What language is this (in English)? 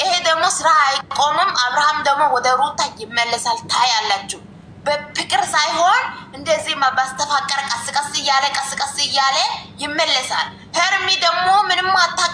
Amharic